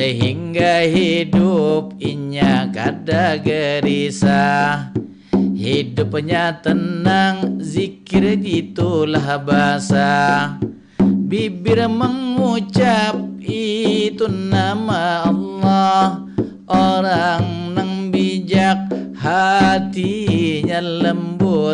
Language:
Banjar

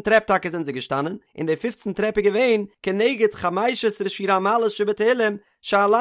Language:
Yiddish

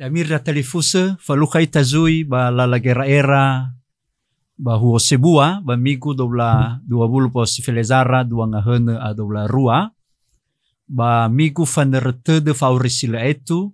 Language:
Nias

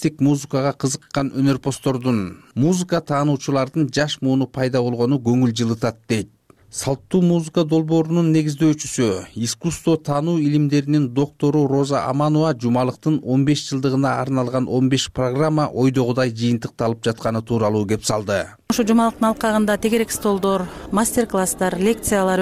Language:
Kyrgyz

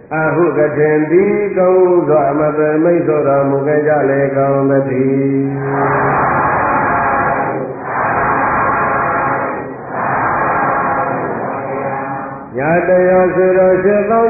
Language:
Burmese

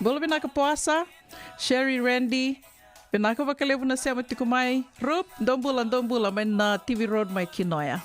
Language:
Fijian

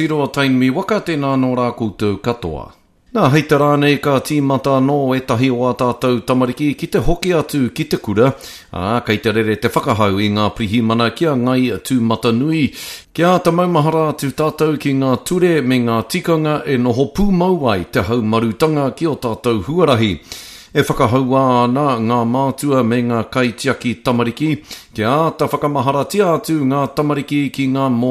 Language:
Māori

